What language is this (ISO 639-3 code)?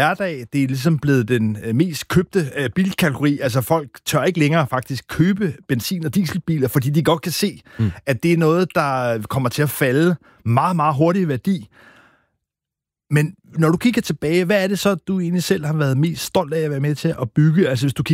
dan